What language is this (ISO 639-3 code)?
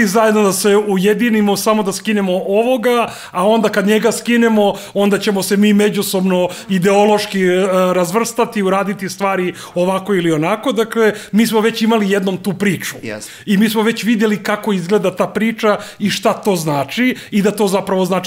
srp